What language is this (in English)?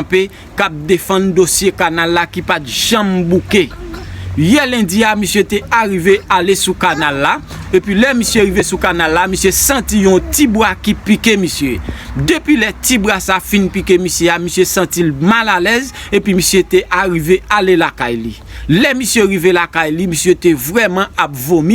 Haitian Creole